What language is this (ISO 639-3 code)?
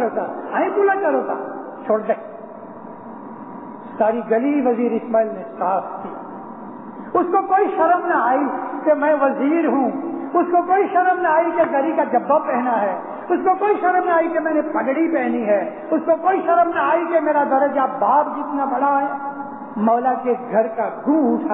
urd